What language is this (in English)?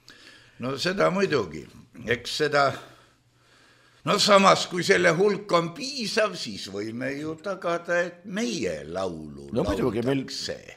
Estonian